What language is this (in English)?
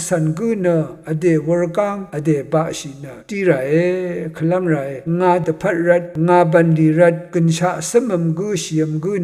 Rawang